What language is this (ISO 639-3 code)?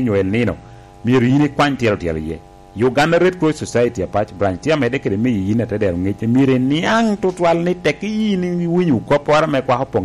laj